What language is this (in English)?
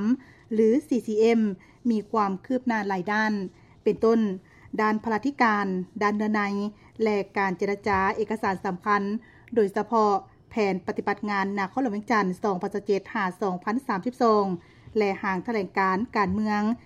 Lao